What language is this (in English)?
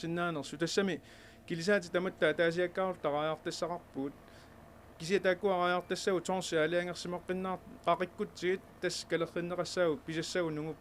Kalaallisut